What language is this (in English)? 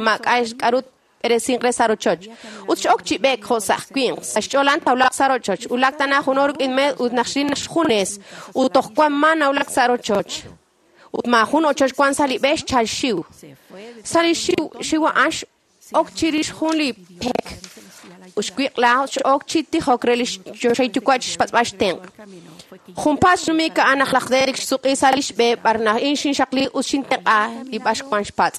Kekchí